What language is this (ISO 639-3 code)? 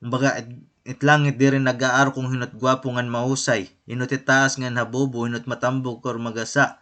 war